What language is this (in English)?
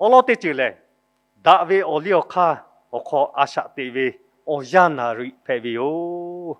Lahu